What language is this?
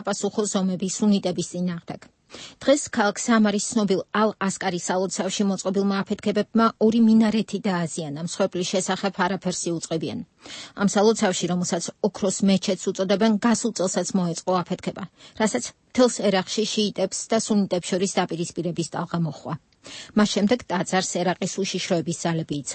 Georgian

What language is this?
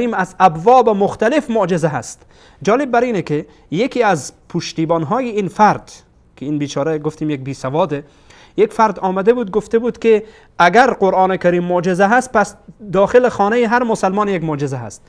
Persian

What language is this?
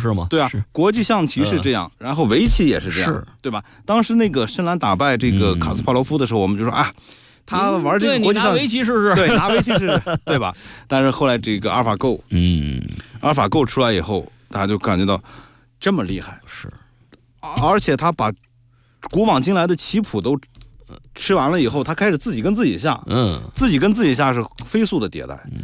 Chinese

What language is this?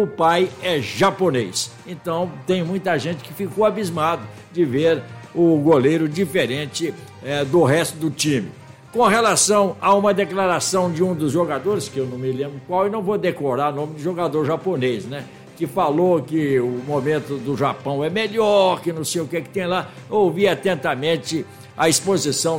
Portuguese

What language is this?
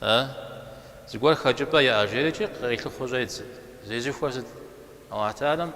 Kabardian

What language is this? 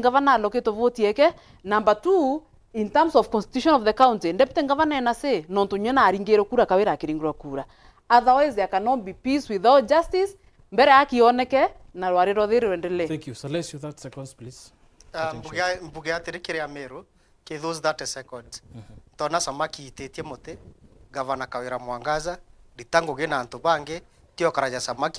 Meru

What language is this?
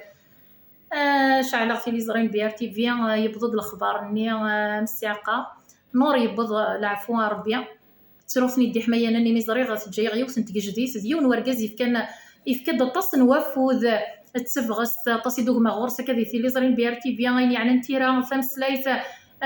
Kabyle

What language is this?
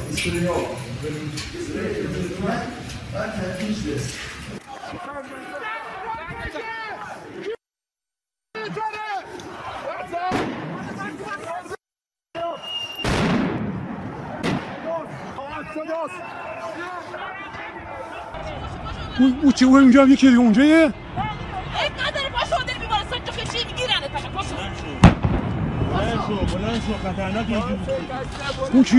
Persian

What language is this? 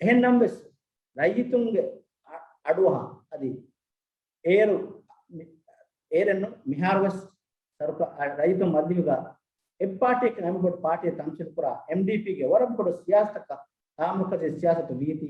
Divehi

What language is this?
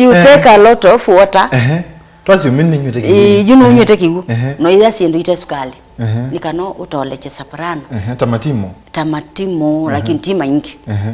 Kamba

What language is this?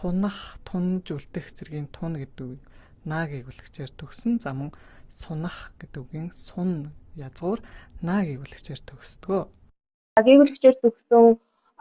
Mongolian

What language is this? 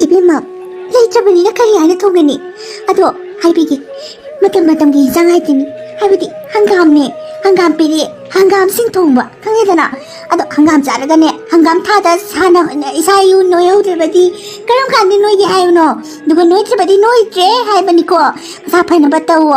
Manipuri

